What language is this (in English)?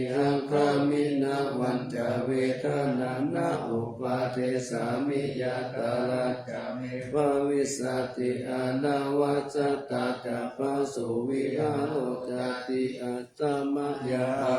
Pali